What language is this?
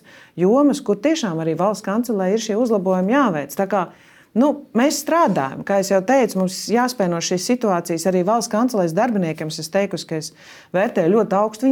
Latvian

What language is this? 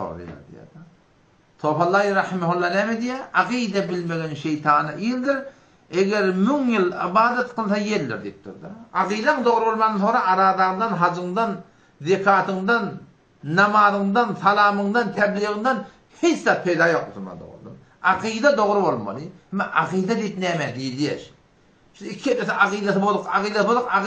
Turkmen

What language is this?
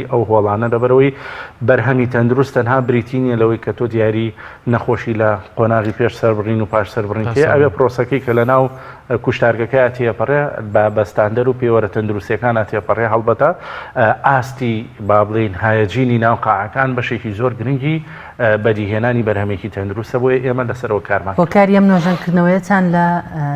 Central Kurdish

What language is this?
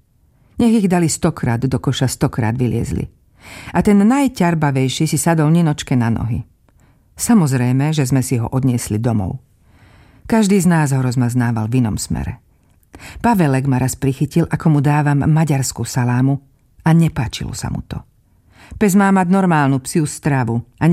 Slovak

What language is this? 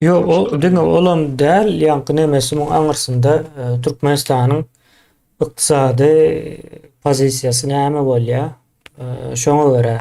Turkmen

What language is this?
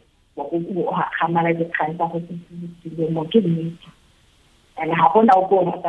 Tswana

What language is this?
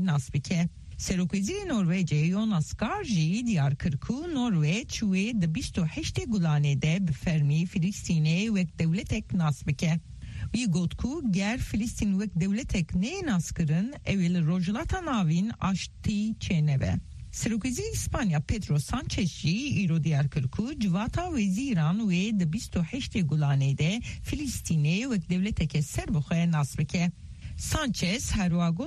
Kurdish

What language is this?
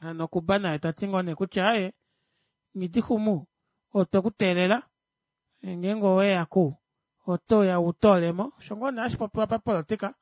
Kuanyama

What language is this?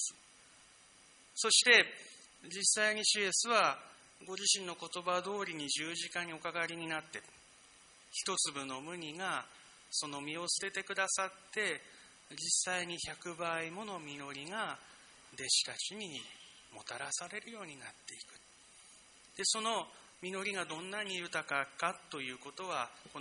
Japanese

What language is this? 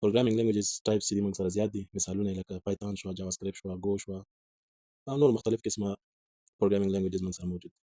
Pashto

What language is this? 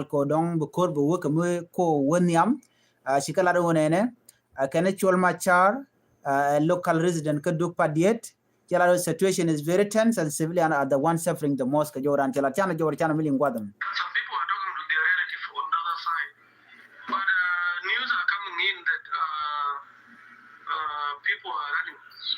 Nuer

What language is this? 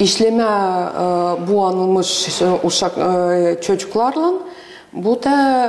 Gagauz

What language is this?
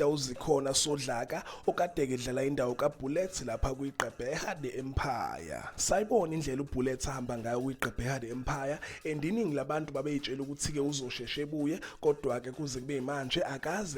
Zulu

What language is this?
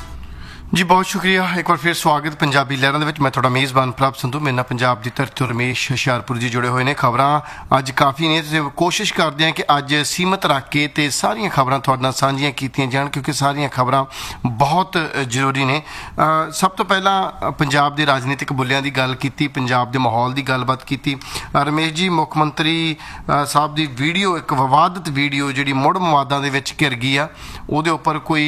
Punjabi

